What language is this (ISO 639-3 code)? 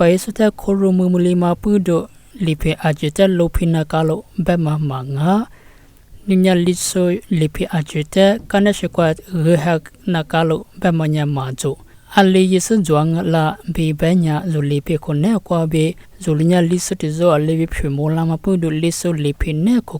lis